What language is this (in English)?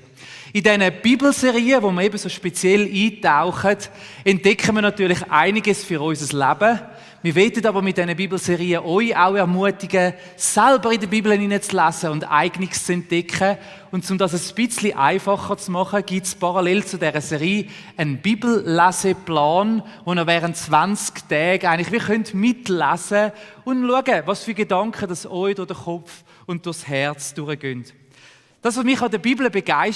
Swiss German